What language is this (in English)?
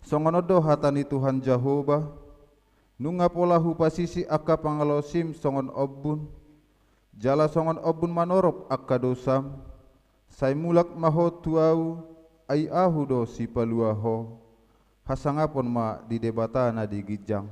Batak Toba